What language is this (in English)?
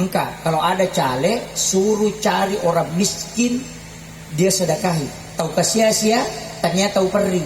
Buginese